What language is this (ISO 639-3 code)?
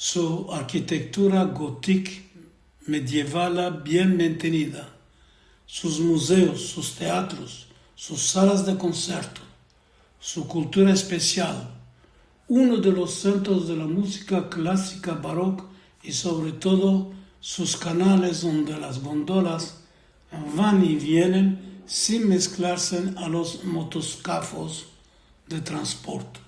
lad